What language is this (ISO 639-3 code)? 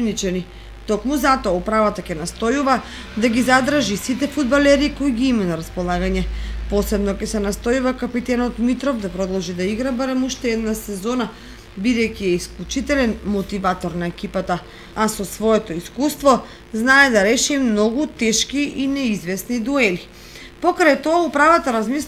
mkd